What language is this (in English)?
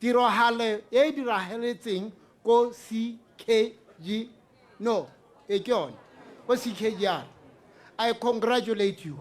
Tswana